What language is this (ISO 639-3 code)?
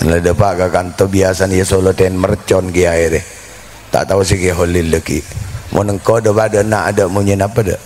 mad